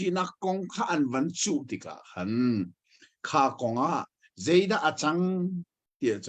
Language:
Hakha Chin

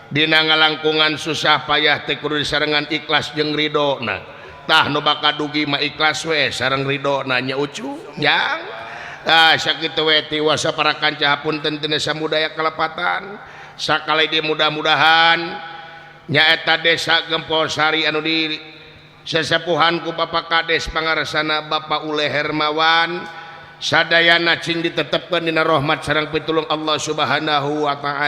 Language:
Sundanese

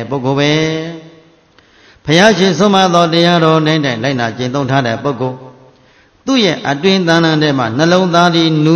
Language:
Burmese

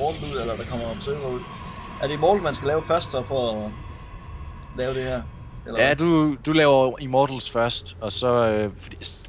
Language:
Danish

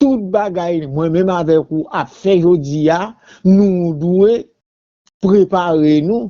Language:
Haitian Creole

